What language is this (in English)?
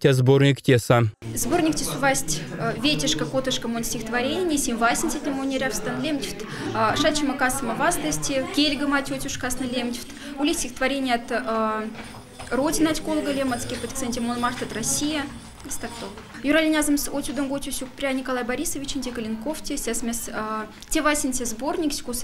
Moksha